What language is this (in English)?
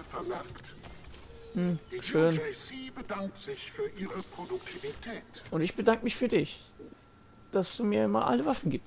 German